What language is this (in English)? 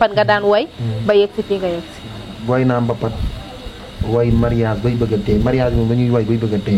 Wolof